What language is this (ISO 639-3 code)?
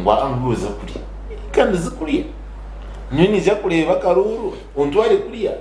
nyn